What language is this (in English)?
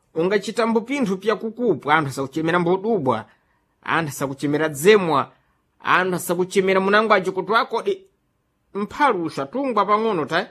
Sena